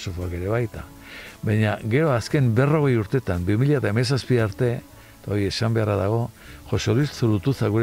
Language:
Basque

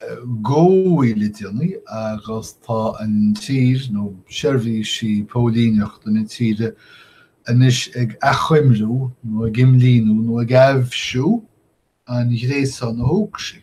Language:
Irish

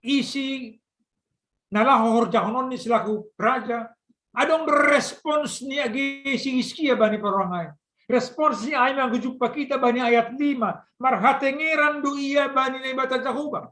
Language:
Batak Simalungun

